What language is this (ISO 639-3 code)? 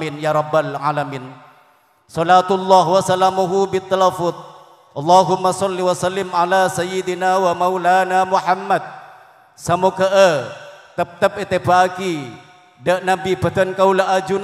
mad